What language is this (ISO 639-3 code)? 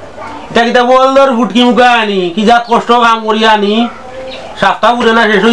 syl